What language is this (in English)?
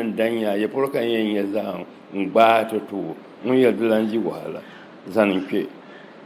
Dagbani